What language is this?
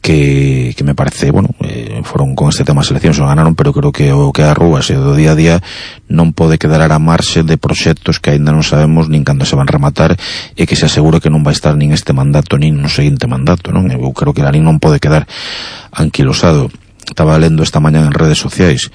Galician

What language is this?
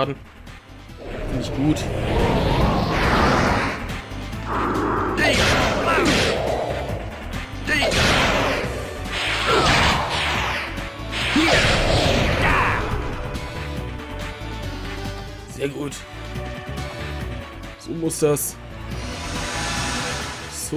German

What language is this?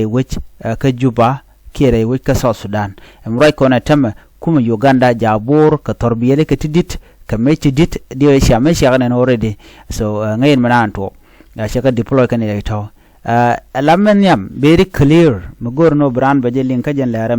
Nuer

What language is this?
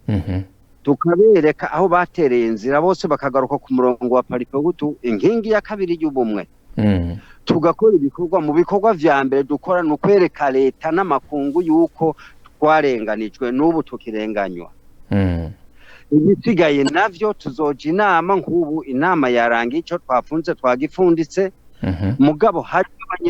Rundi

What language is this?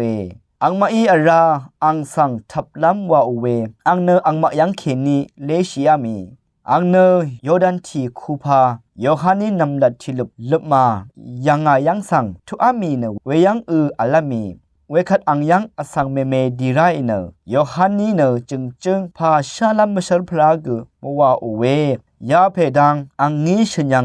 Rawang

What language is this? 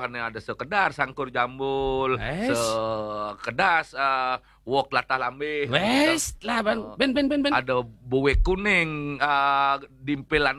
Balinese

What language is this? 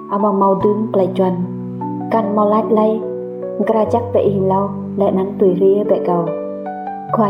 Rade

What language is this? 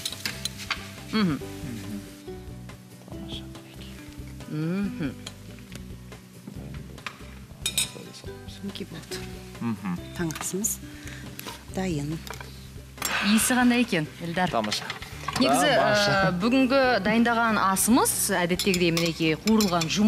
Kazakh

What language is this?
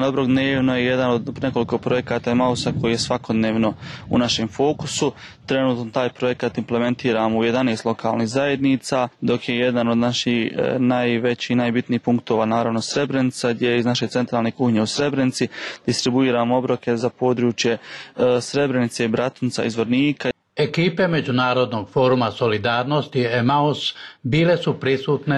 Bosnian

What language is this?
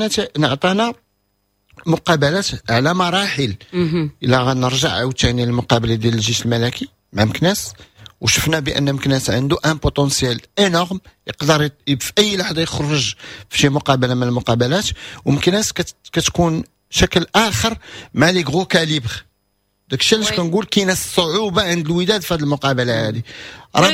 Moroccan Arabic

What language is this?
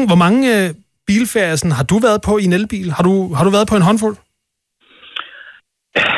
Danish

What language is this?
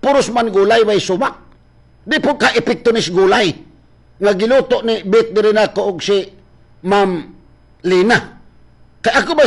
Cebuano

